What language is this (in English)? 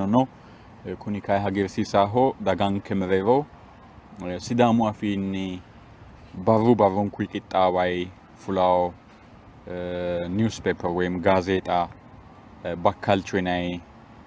Sidamo